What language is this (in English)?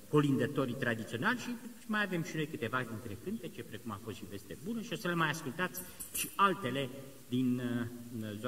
Romanian